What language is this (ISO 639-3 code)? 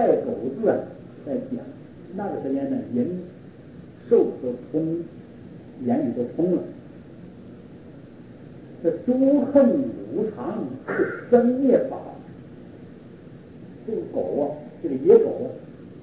zho